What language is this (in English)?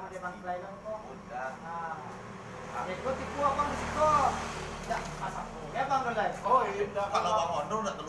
Minangkabau